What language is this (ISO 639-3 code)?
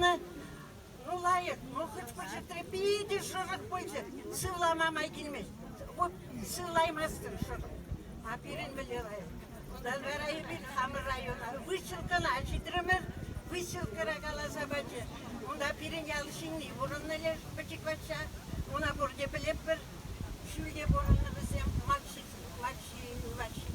chv